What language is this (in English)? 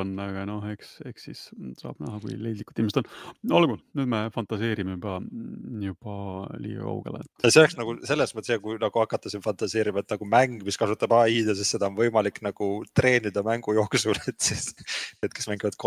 Estonian